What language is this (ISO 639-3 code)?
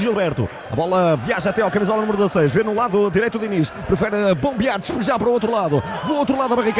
por